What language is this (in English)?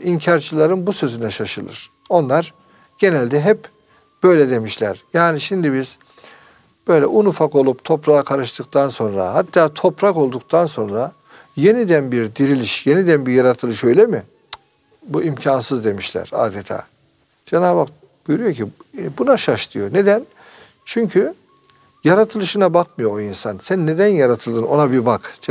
Turkish